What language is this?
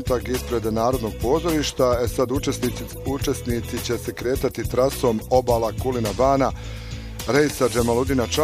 Bosnian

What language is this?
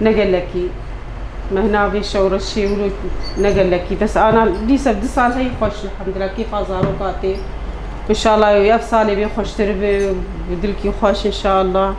Kurdish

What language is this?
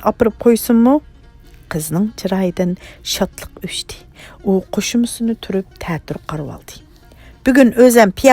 Uyghur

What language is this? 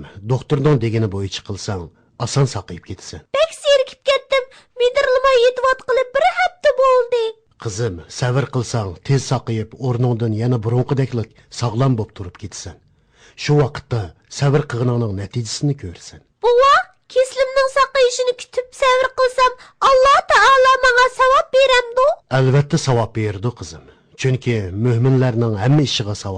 Uyghur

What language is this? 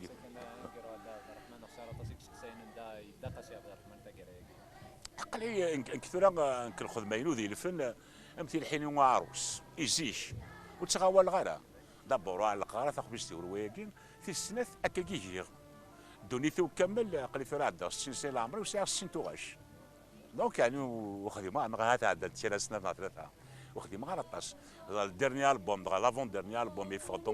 Kabyle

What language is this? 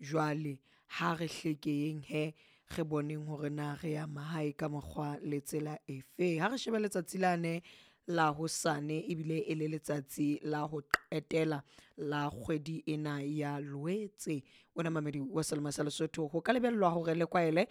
Southern Sotho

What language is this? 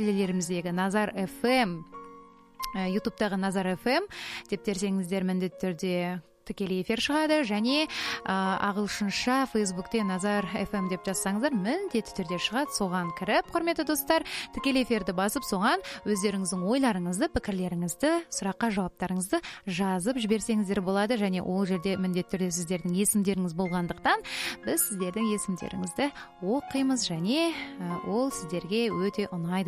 Kazakh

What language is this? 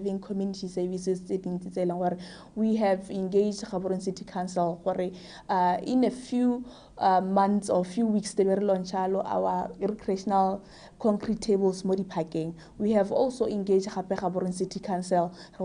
Tswana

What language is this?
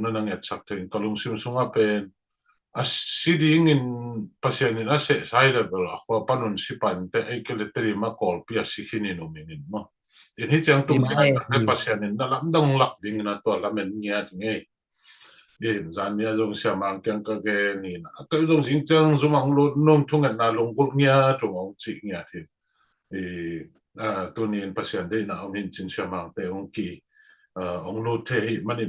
Tedim Chin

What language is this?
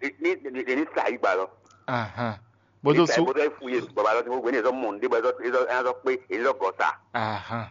Fon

